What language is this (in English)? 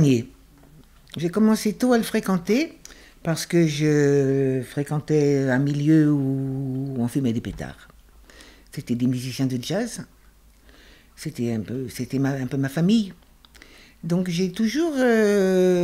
French